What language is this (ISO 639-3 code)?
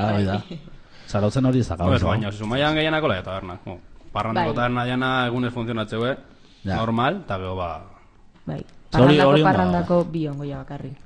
eus